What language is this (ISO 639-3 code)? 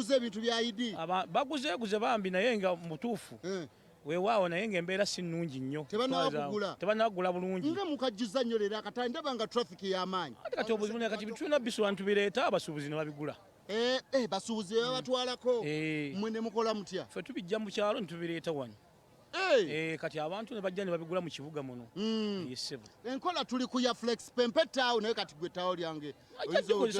lug